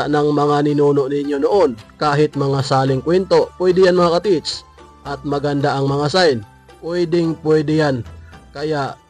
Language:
Filipino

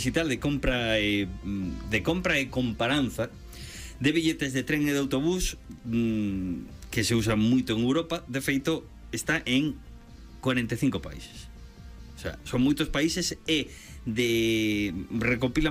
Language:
Galician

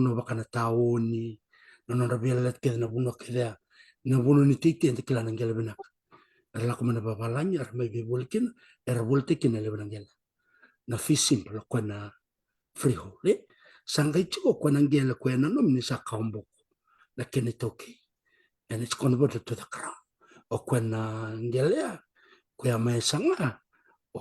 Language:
Fijian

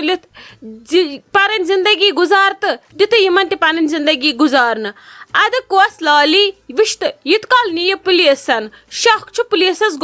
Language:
Kashmiri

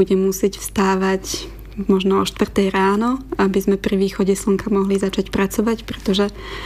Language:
Slovak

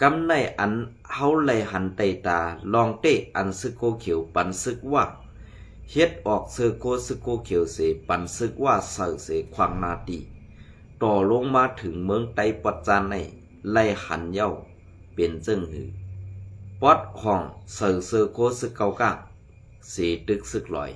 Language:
Shan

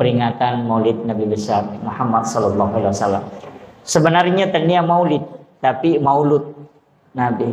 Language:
Buginese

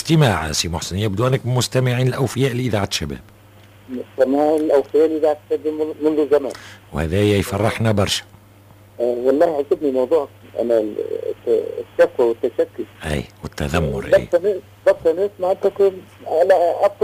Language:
Tunisian Arabic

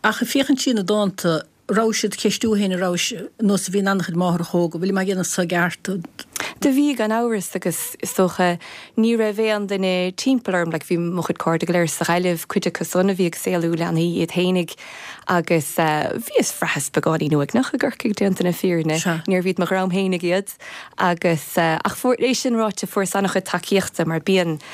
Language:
Irish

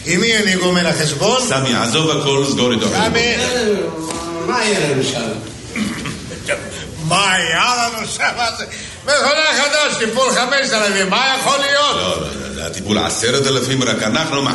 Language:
Hebrew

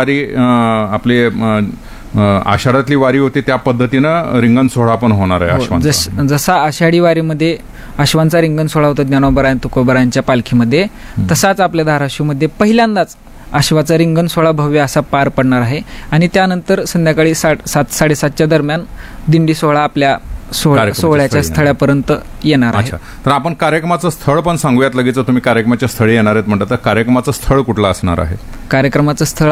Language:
Marathi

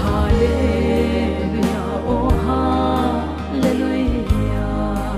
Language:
Hmar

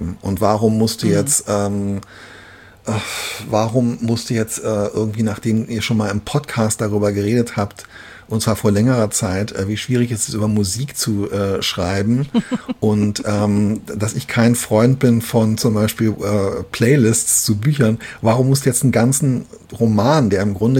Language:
German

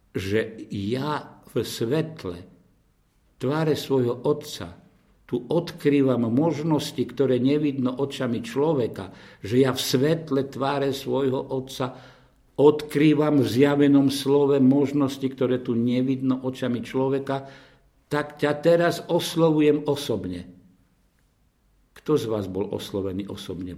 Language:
Slovak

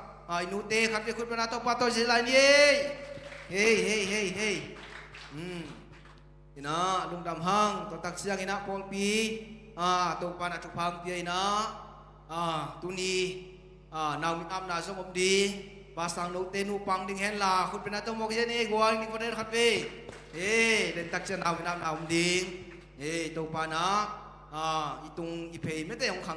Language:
Tedim Chin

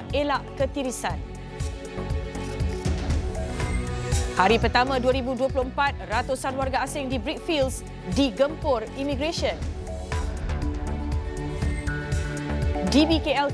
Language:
Malay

